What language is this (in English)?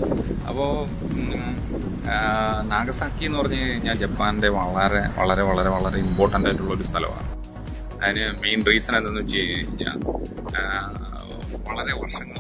Malayalam